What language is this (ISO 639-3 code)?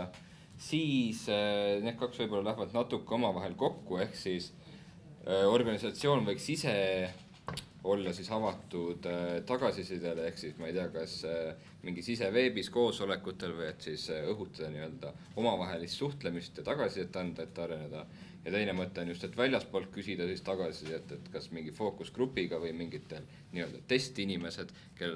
est